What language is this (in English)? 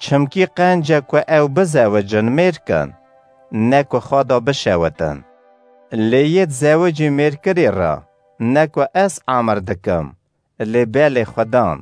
Kurdish